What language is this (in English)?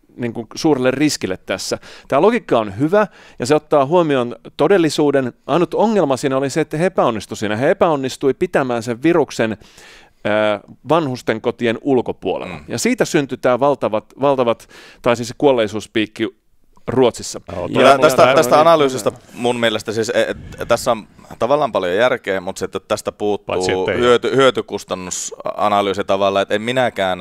Finnish